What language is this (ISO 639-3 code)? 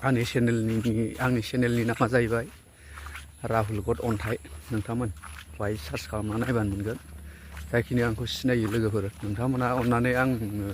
brx